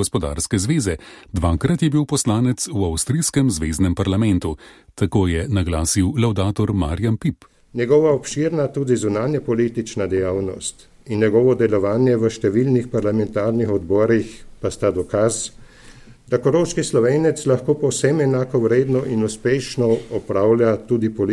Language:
Slovenian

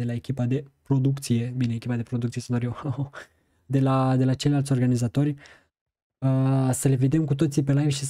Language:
Romanian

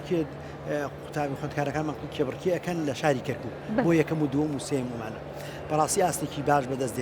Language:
Central Kurdish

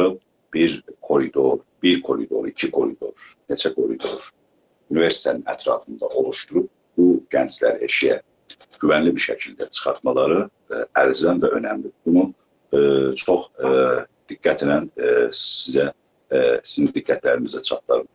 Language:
South Azerbaijani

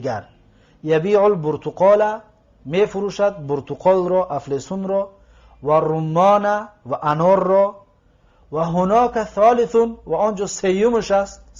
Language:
Tajik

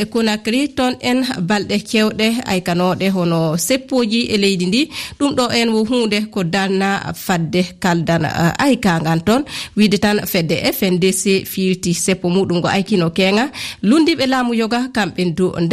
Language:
Fula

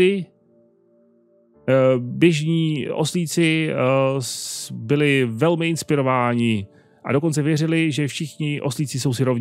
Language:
Czech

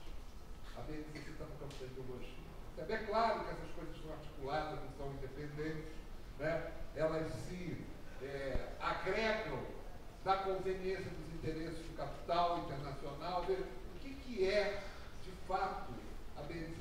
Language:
Portuguese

